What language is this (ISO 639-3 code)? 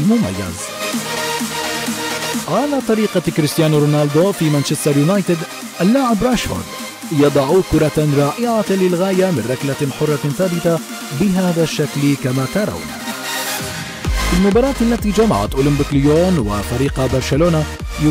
ara